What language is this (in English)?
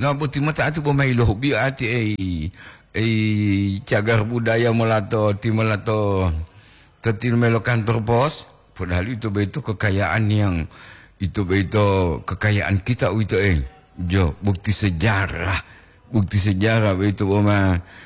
Gorontalo